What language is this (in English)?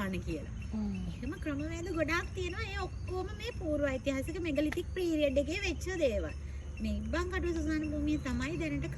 Sinhala